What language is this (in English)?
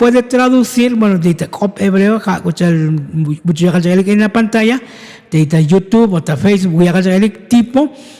Tzotzil